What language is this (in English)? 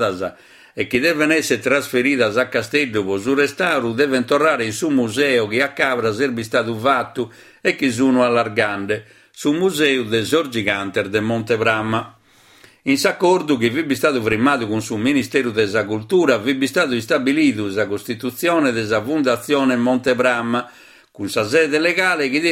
Sardinian